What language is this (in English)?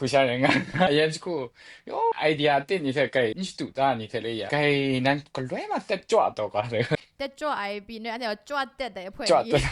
Kachin